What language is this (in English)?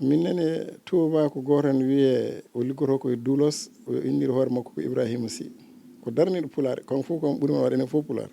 Fula